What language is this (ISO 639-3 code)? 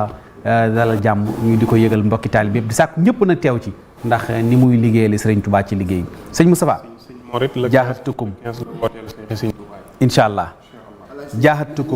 wol